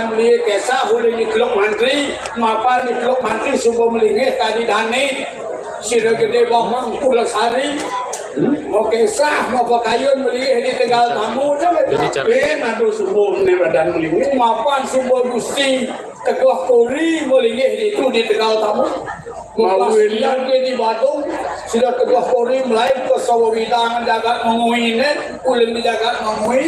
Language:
Balinese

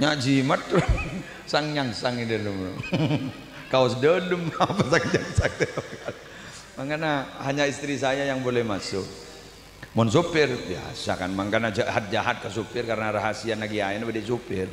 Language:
Madurese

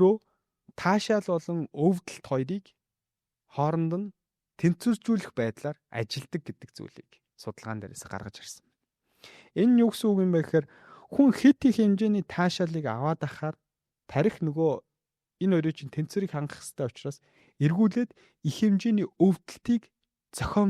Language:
Mongolian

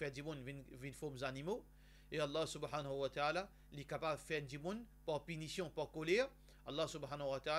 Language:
Morisyen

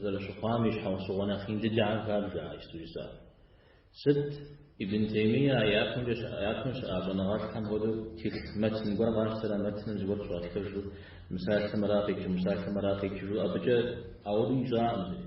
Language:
Kabardian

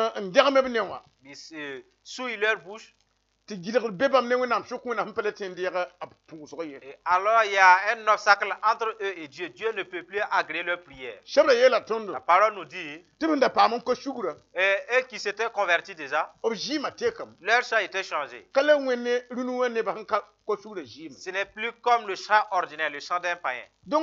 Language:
Mossi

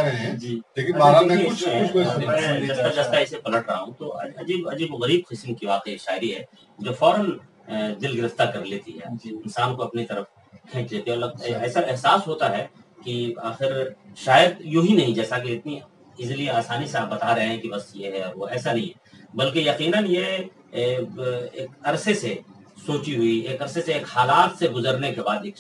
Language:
Urdu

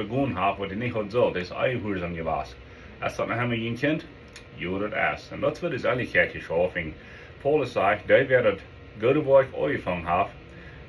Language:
Plautdietsch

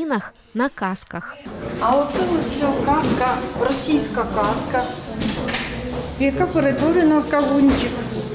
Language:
Ukrainian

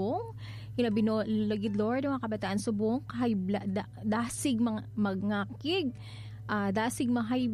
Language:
Hiligaynon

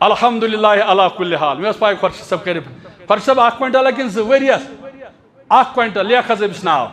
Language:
Kashmiri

